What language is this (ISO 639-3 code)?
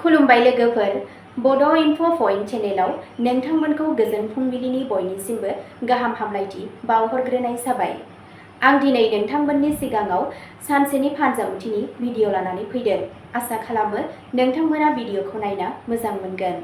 brx